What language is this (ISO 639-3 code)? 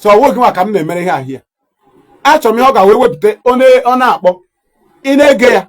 ibo